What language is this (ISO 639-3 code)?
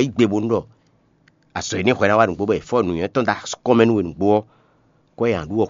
fon